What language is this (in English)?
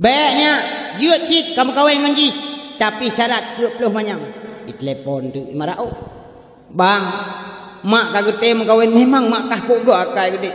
Achinese